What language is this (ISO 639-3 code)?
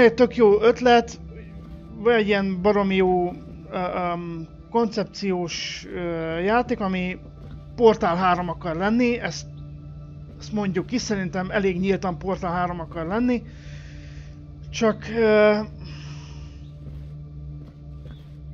hun